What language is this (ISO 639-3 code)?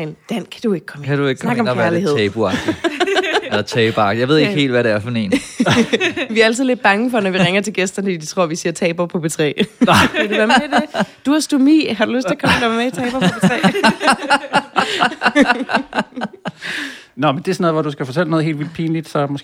dan